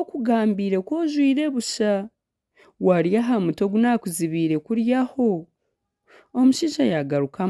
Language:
Nyankole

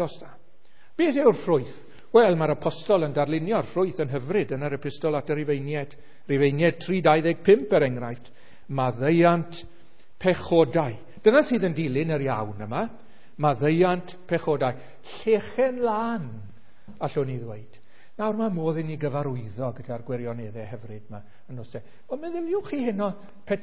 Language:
Welsh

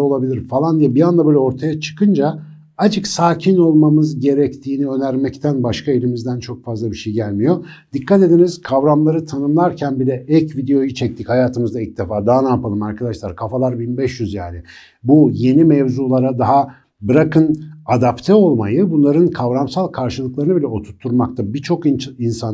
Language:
Turkish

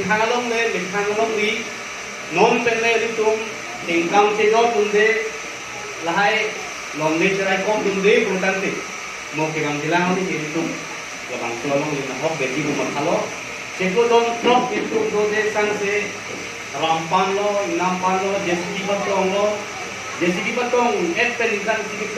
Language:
Karbi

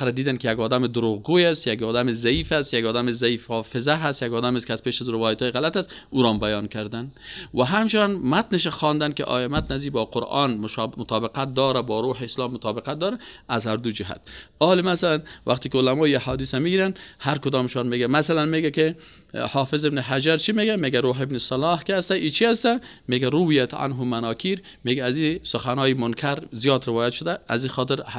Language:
Persian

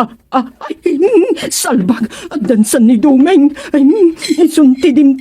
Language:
Iloko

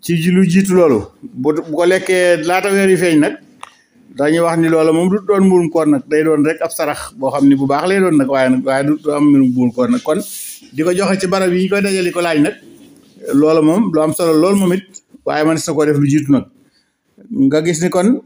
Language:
Wolof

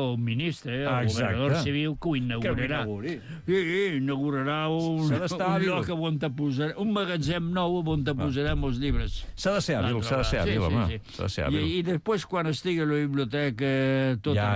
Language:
Catalan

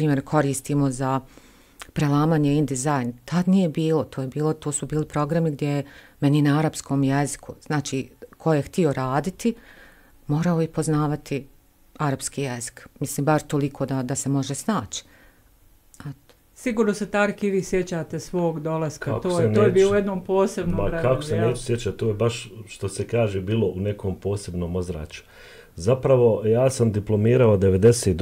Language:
Bosnian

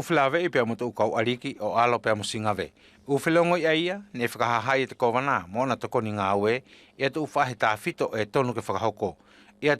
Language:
Wallisian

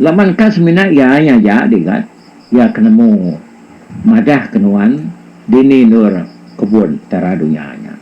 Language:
Iban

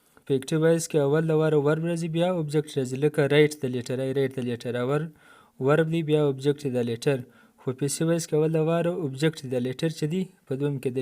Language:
Pashto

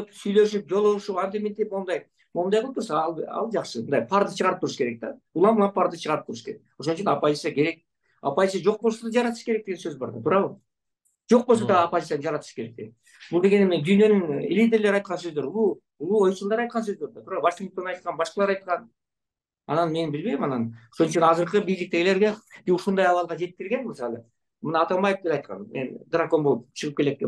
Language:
Kyrgyz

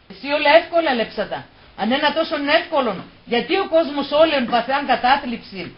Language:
Pontic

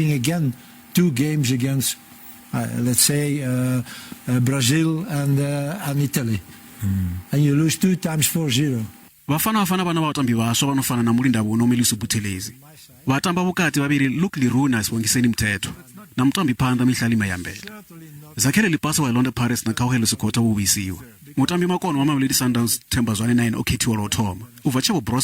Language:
Venda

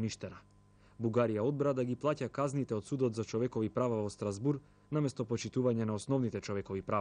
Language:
Macedonian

